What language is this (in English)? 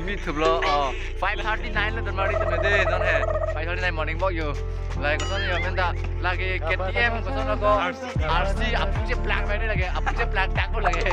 Karbi